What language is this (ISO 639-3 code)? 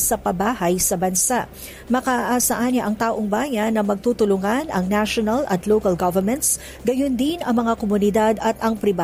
fil